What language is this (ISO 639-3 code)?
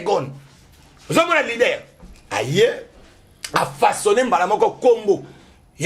lin